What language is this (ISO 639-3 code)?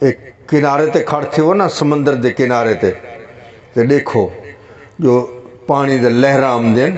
skr